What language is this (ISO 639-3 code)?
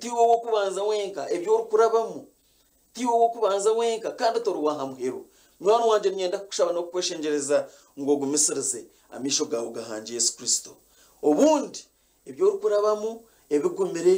nyn